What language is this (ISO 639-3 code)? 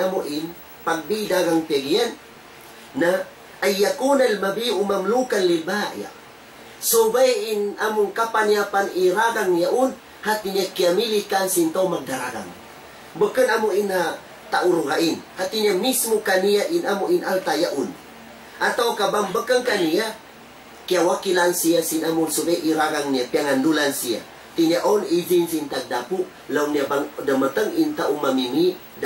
tsg